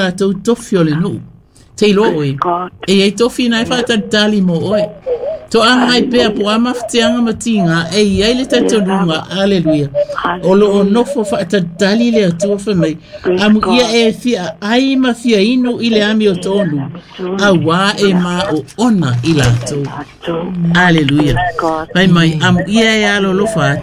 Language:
Samoan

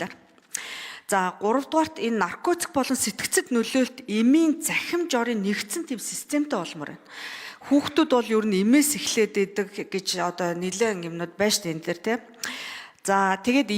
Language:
Mongolian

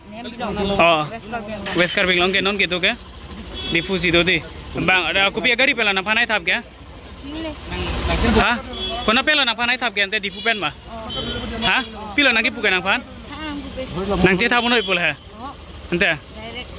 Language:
Karbi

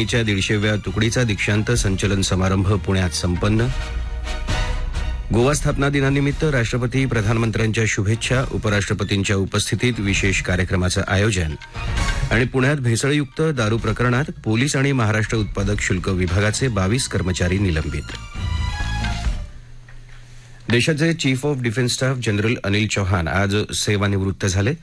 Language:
Marathi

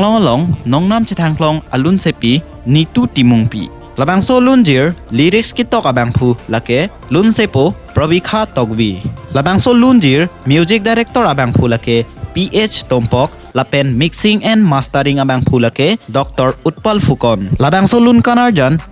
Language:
Karbi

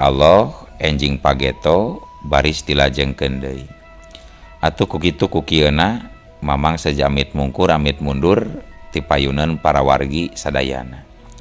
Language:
Sundanese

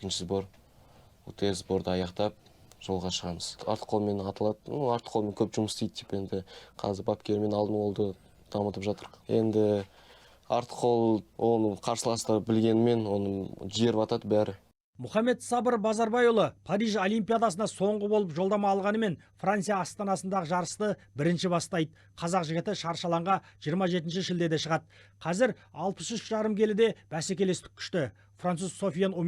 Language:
Kazakh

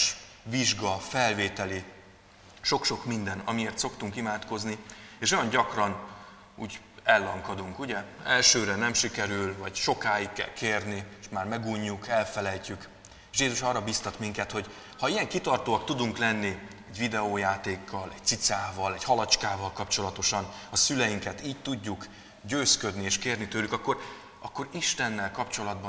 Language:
Hungarian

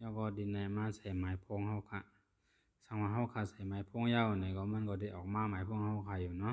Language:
Shan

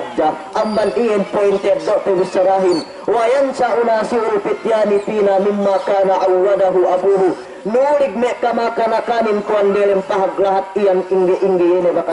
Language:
Yakan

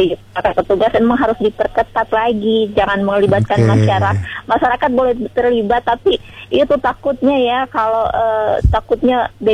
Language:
Indonesian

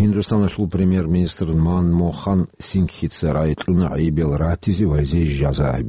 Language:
Avaric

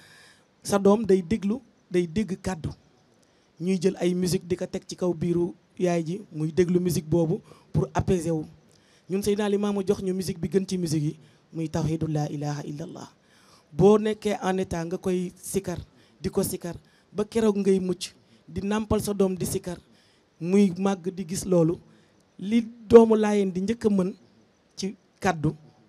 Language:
Wolof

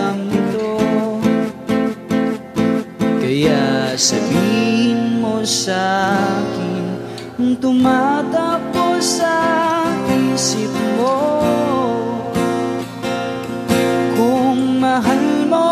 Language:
Filipino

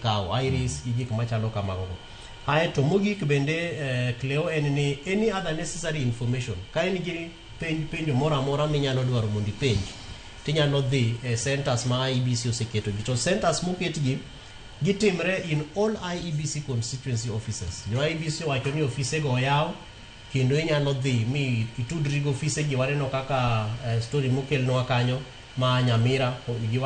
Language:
Luo (Kenya and Tanzania)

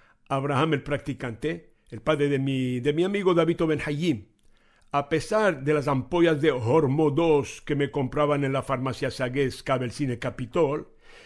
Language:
Ladino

